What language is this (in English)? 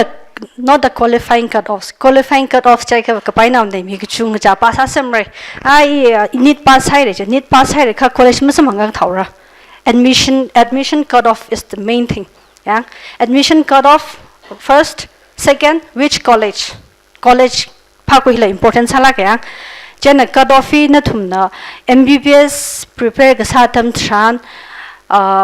Tangkhul Naga (India)